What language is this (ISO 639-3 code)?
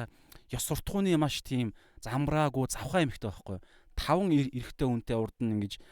mon